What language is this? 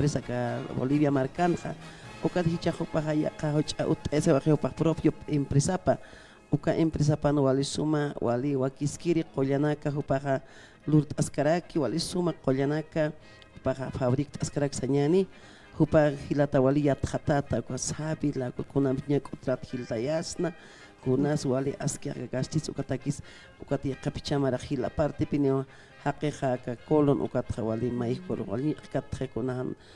Aymara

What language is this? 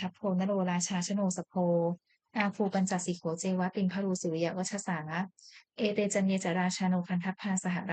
Pali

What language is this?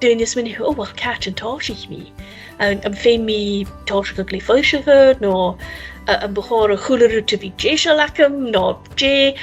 Scottish Gaelic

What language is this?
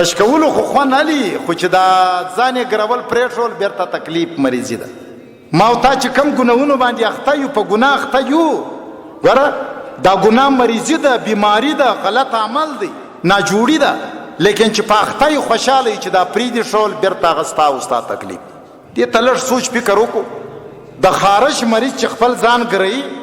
Pashto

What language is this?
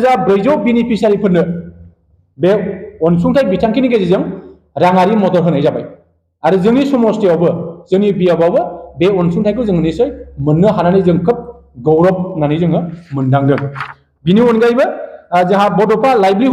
Bodo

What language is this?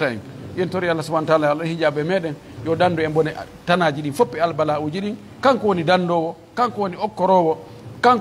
Pular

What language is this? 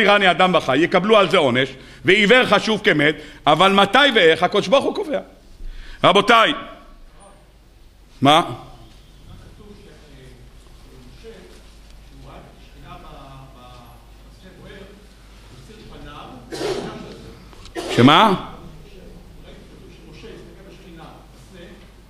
Hebrew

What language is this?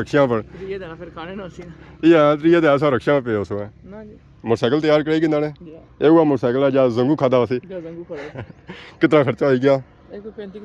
Pahari-Potwari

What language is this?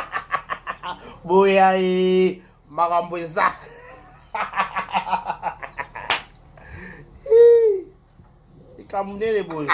Lingala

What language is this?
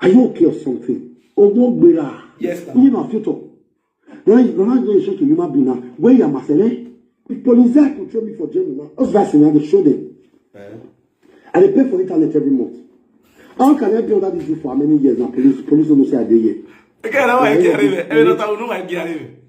Nigerian Pidgin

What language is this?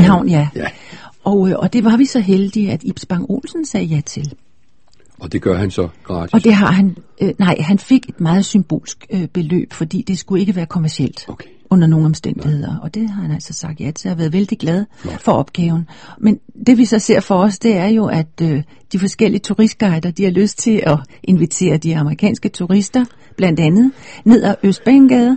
Danish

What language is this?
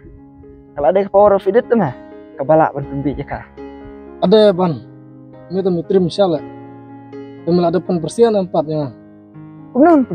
Khasi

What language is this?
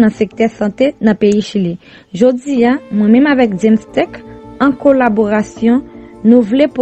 Haitian Creole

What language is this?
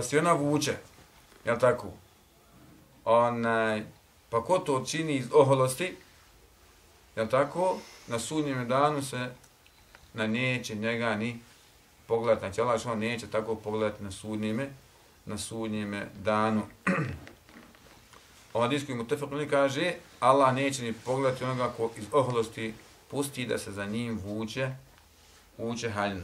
Bosnian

